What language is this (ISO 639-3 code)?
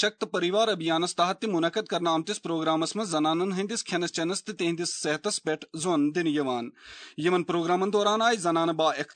kas